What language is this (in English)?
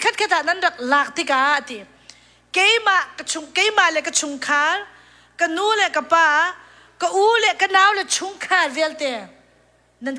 Hakha Chin